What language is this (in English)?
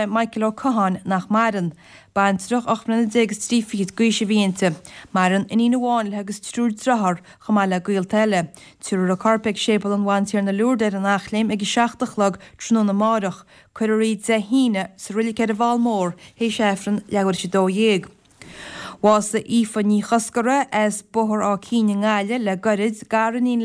Irish